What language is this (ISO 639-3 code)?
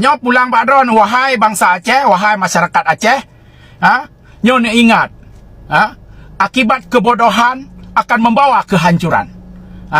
ace